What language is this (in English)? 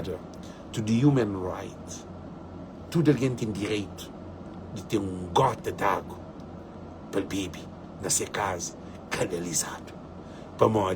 Kabuverdianu